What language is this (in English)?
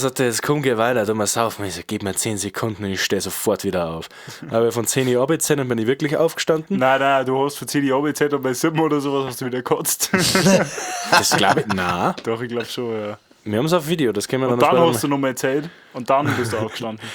Bavarian